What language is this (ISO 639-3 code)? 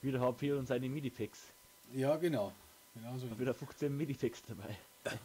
bar